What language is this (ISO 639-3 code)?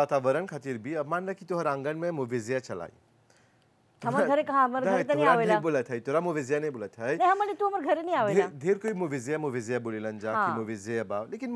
bho